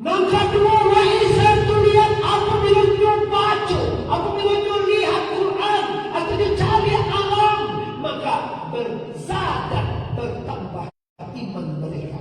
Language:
Minangkabau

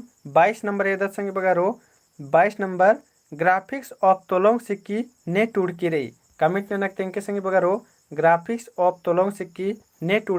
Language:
Kurukh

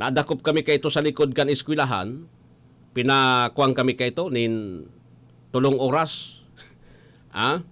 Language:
Bikol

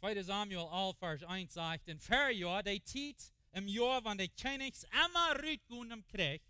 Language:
Plautdietsch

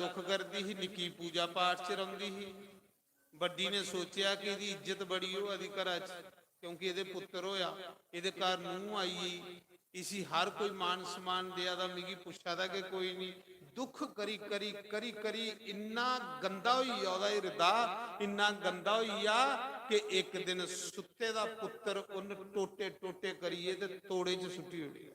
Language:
Dogri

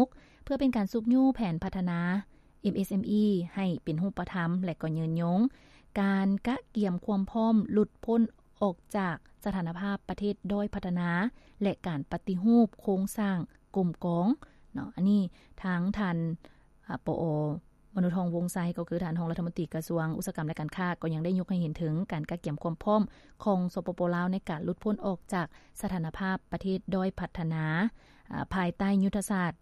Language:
Lao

